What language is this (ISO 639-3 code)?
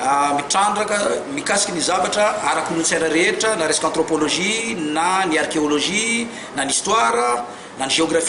mlg